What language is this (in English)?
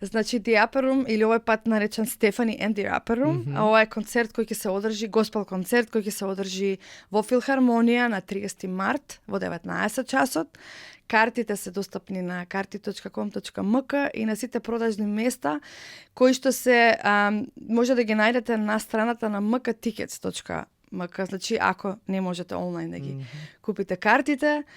Macedonian